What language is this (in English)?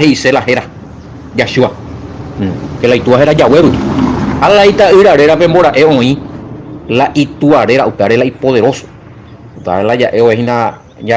Guarani